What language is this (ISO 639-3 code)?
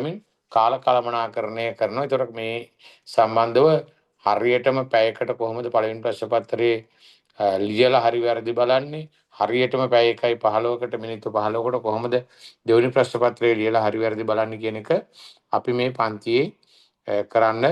sin